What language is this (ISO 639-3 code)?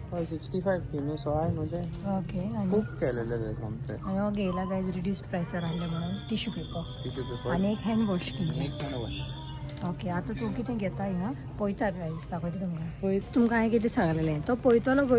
kok